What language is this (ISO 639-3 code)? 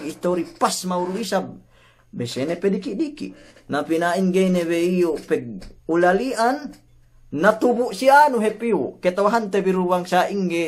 yka